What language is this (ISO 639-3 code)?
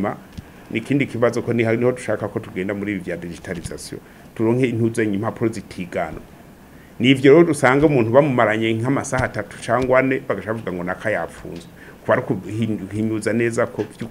run